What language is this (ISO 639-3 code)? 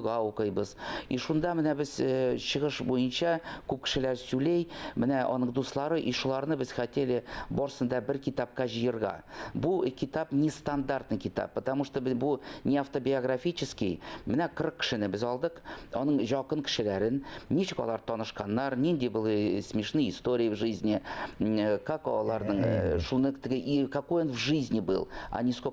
tat